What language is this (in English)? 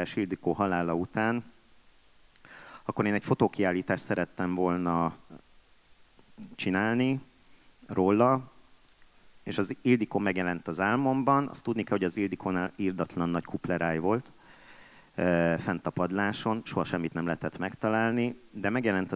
Hungarian